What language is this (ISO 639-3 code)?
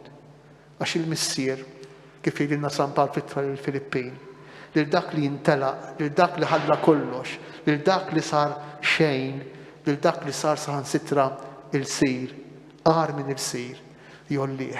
mlt